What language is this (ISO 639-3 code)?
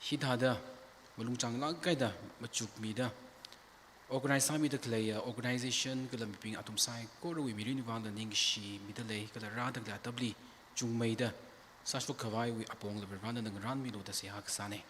nmf